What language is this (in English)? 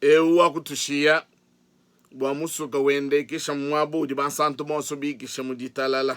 Luba-Lulua